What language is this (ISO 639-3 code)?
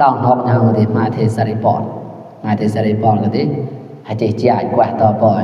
mnw